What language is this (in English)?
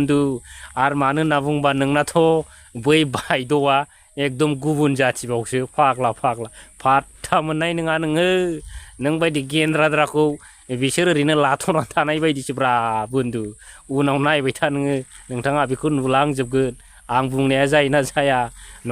Bodo